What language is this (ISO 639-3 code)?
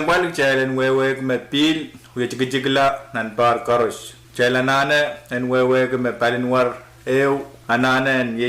pon